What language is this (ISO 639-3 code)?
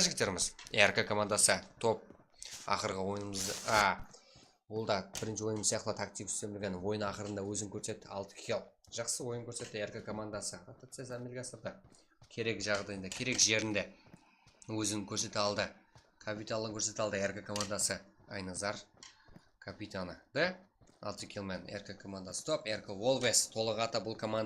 kaa